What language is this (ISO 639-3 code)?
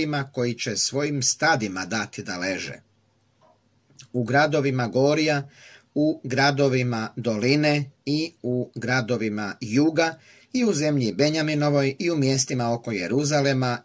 hrv